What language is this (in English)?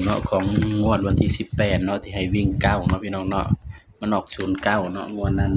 Northeastern Thai